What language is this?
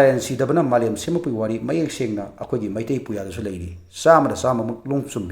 Manipuri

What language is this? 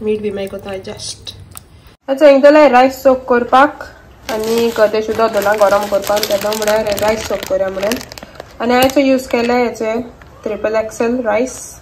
Konkani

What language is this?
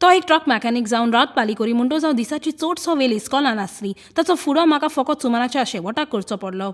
Konkani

